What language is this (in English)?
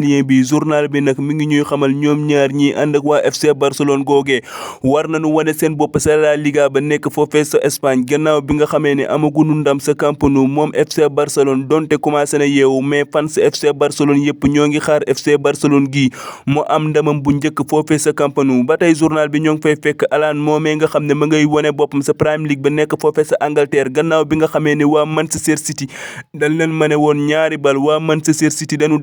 Wolof